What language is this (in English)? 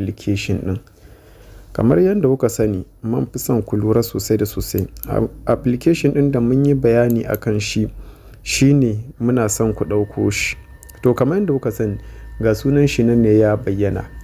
Hausa